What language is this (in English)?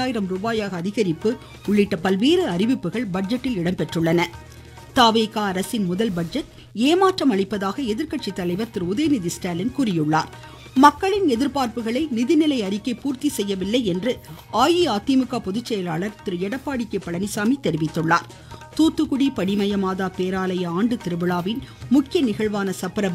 Tamil